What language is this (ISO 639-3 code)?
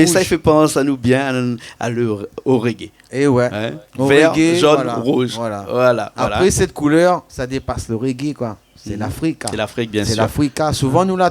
rcf